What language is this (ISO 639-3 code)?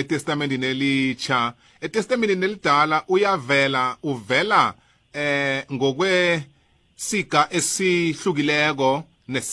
nbl